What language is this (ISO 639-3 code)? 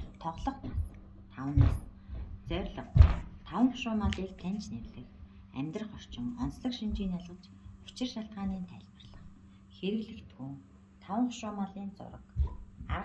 mon